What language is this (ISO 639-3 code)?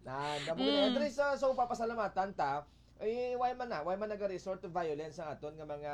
hil